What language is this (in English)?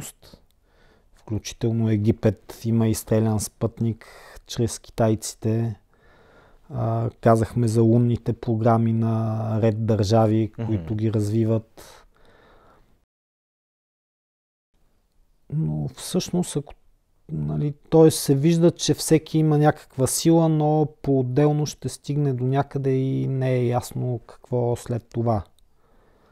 Bulgarian